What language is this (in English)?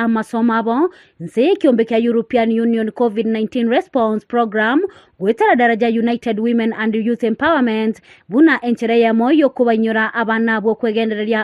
Gusii